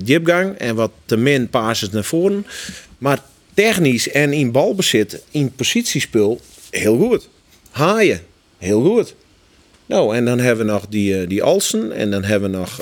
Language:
Western Frisian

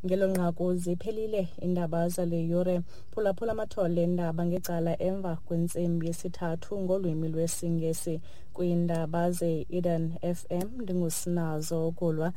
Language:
Xhosa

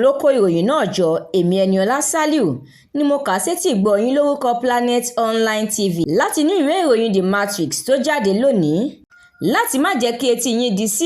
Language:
Yoruba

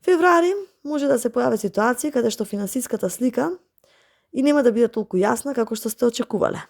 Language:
Macedonian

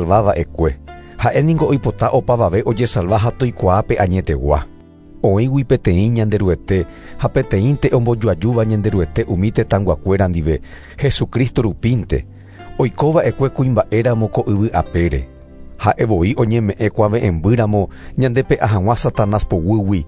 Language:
Guarani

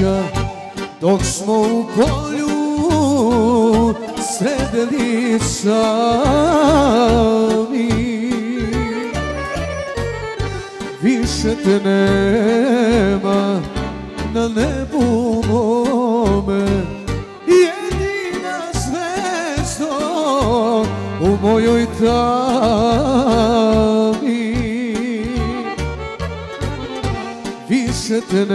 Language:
Serbian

